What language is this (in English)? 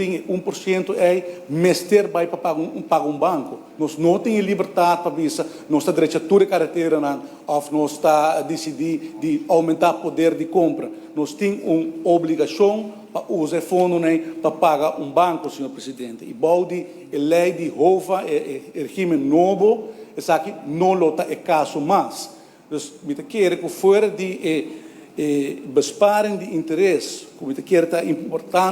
Papiamento